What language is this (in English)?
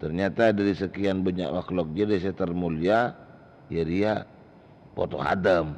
Madurese